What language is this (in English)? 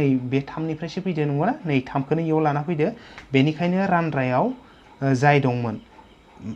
Bodo